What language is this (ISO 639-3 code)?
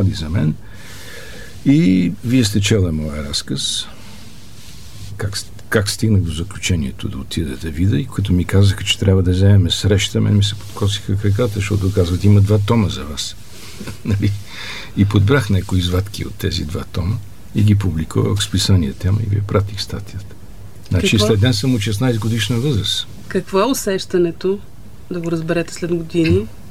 bul